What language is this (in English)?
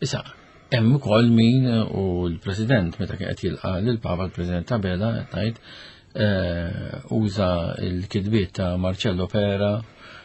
Maltese